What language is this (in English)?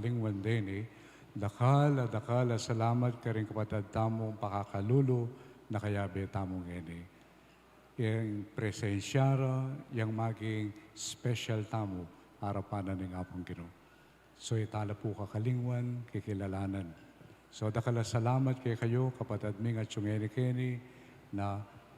Pampanga